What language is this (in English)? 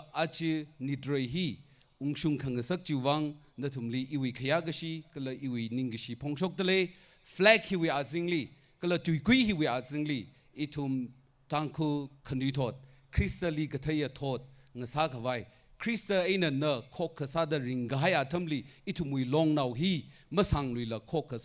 Tangkhul Naga (India)